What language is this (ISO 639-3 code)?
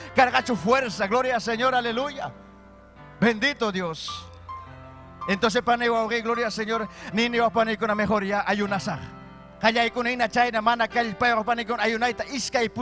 quy